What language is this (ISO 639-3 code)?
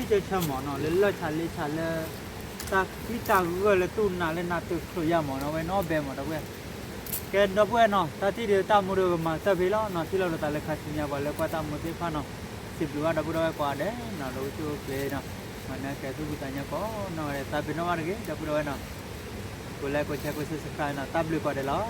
ksw